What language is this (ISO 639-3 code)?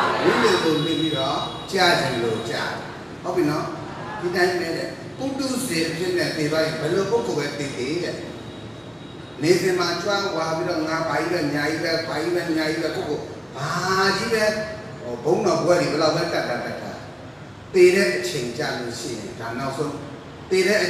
mya